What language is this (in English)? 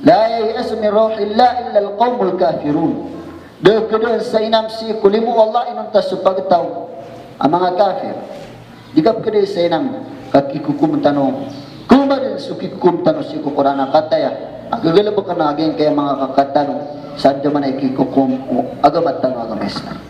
Maranao